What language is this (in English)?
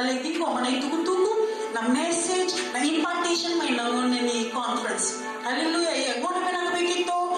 Fijian